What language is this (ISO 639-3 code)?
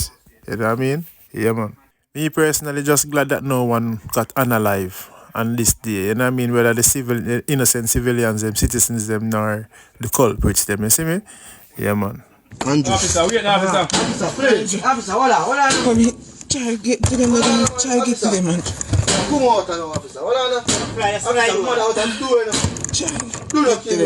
jam